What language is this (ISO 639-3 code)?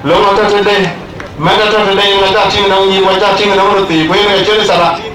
din